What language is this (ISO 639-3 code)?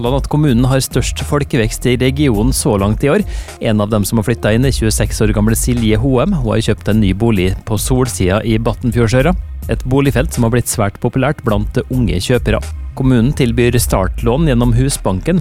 nor